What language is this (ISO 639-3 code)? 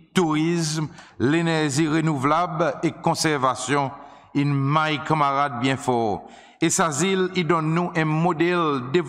crs